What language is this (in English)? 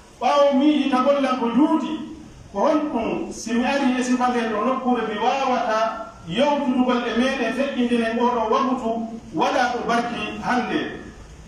Pular